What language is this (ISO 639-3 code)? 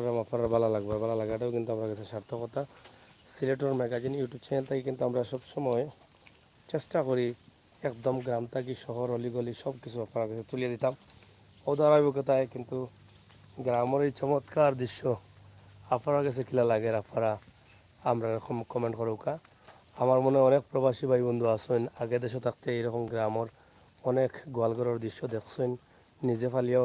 syl